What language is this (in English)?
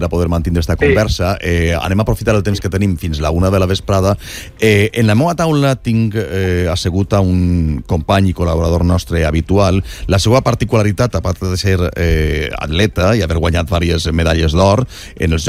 Catalan